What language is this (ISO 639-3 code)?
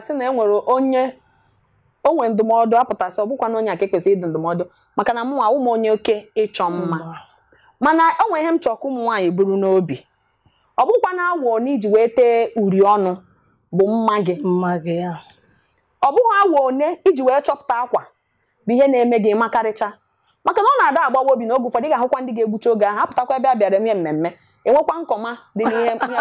ibo